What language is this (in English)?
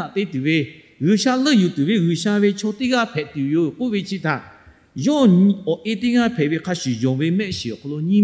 Lahu